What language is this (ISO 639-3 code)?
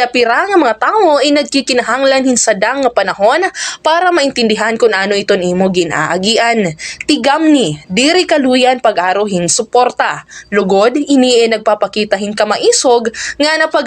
war